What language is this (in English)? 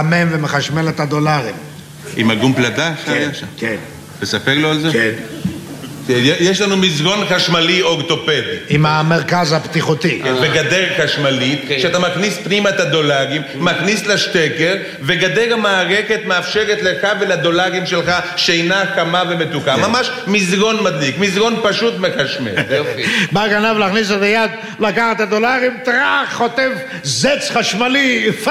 Hebrew